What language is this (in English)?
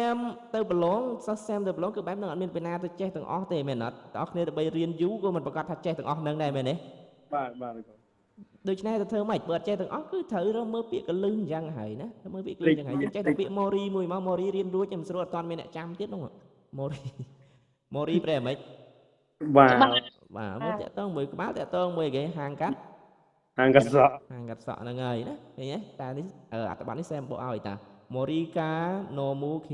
Khmer